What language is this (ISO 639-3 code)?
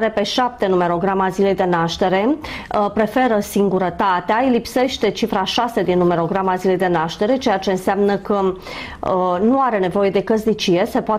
ron